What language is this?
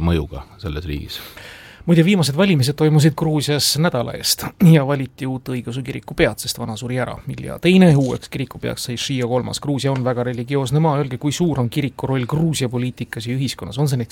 Estonian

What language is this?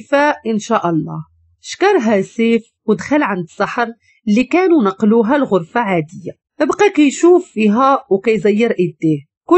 Moroccan Arabic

